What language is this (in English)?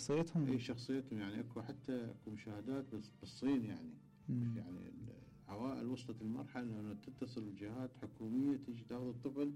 Mesopotamian Arabic